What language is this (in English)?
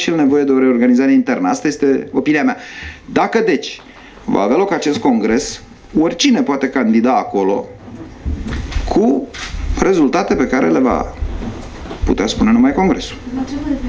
Romanian